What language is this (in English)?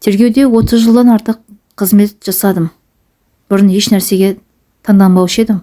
Kazakh